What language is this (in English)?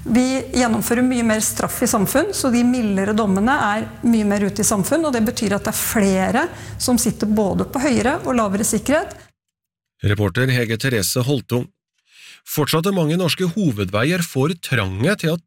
Norwegian